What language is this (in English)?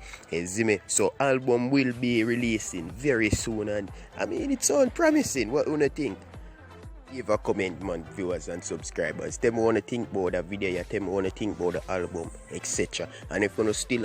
Jamaican Creole English